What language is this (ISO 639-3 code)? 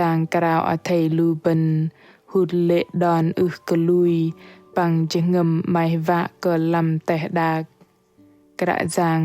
bdq